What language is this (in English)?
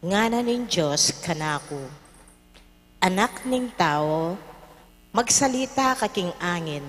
Pampanga